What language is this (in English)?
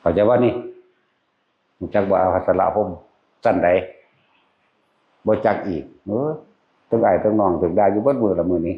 Northeastern Thai